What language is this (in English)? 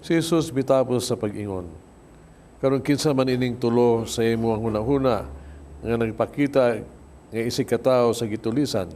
Cebuano